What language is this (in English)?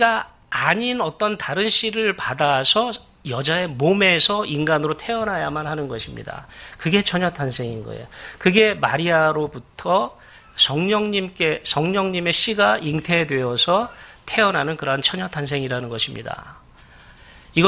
Korean